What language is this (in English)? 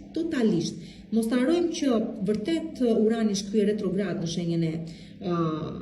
Albanian